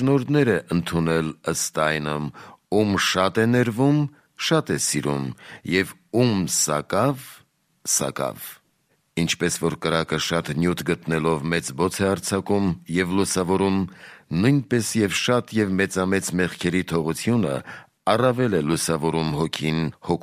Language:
Armenian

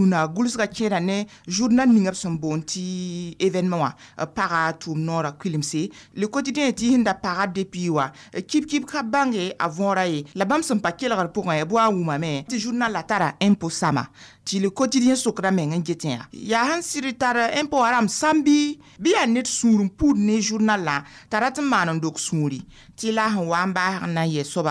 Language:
Mossi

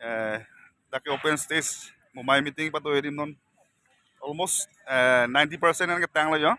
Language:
Karbi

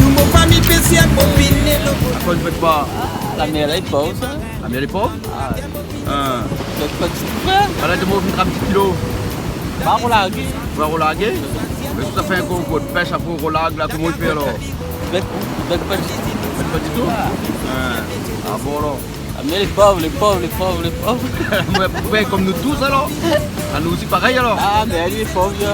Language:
Réunion Creole French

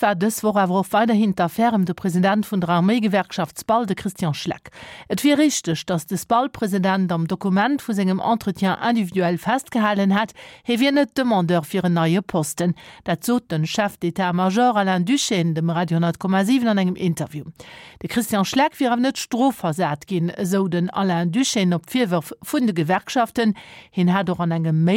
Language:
Luxembourgish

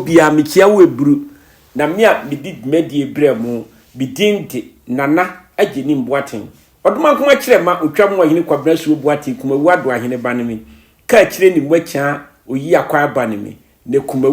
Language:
Akan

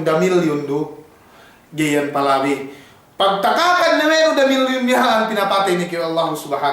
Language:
Yakan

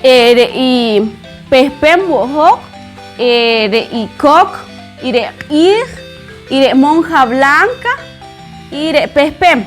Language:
Poqomchi'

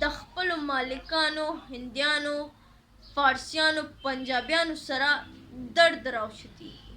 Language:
Pashto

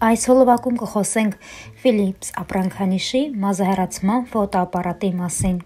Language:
Armenian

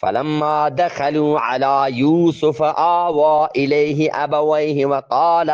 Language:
Eastern Balochi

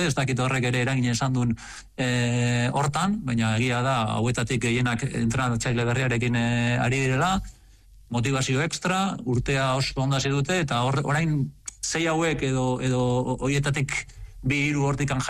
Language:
Basque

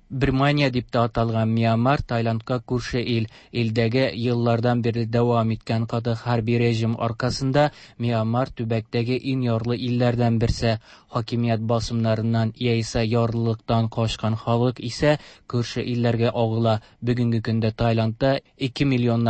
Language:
Tatar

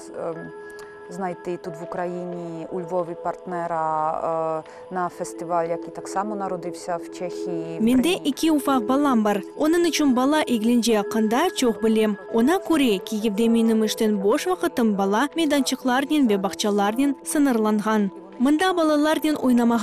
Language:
Crimean Tatar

